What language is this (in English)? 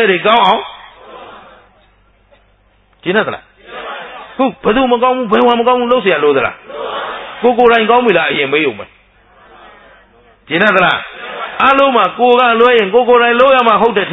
Burmese